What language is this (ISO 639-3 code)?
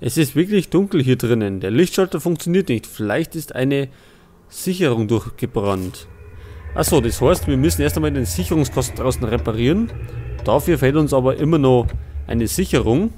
bar